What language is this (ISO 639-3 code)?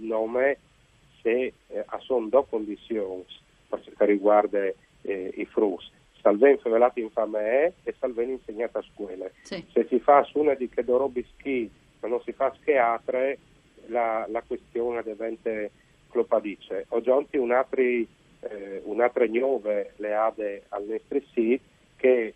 fur